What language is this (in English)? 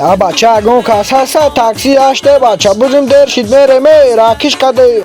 Tajik